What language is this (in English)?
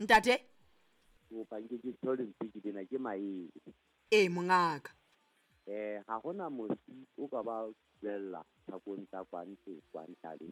Southern Sotho